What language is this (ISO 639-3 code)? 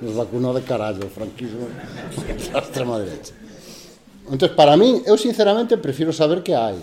glg